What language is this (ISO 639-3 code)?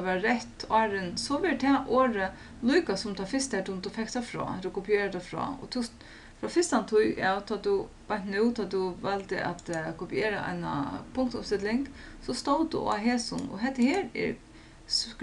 fao